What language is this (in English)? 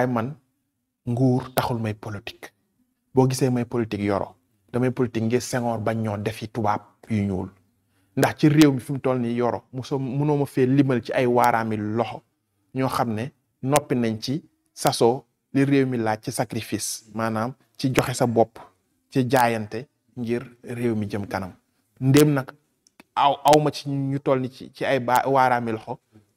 Wolof